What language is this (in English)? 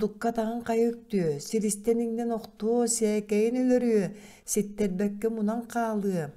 Yakut